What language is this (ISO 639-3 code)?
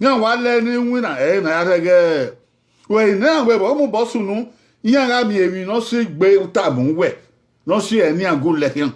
bin